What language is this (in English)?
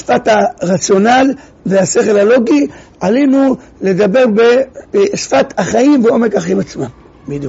Hebrew